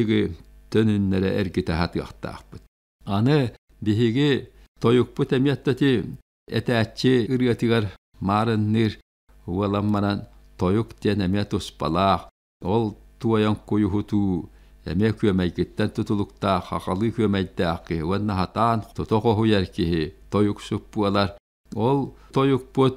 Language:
Yakut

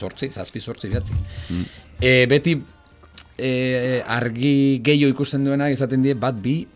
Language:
Basque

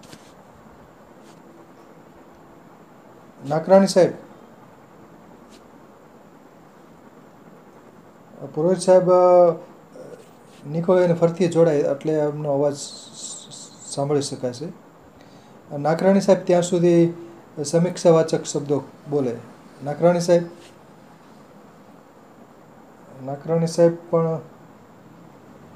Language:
Gujarati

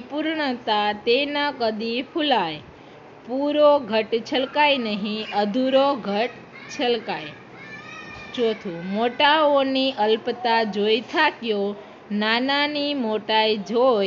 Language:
Gujarati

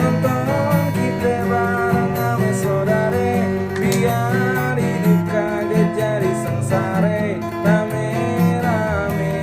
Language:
Betawi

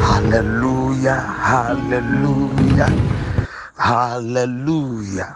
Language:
Ewe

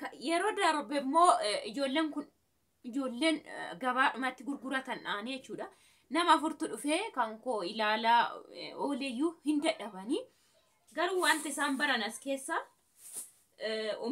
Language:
Oromo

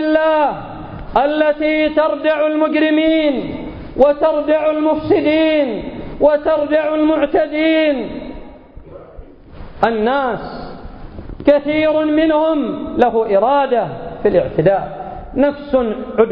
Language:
Arabic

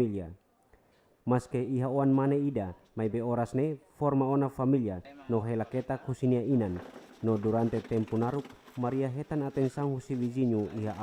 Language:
Tetum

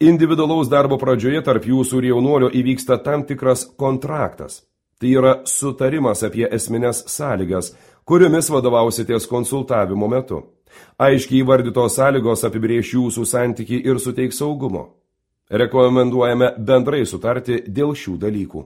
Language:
Lithuanian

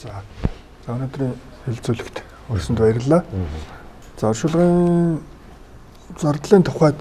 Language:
Mongolian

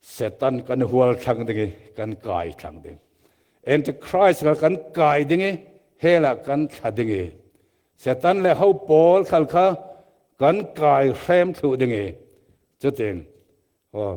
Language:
Falam Chin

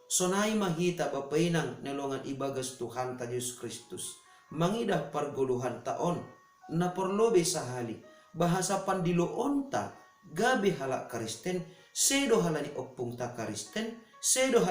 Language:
Batak Simalungun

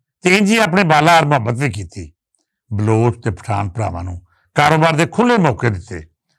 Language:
Western Panjabi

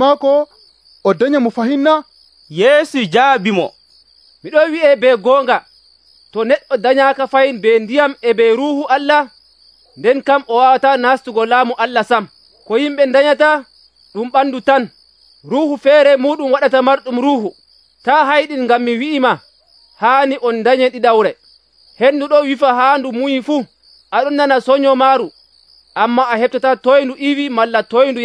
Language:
Nigerian Fulfulde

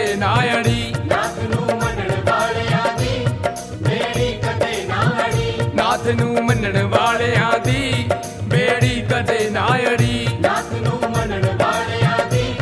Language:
Punjabi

